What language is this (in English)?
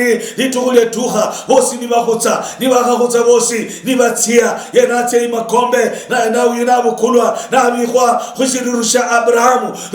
Luyia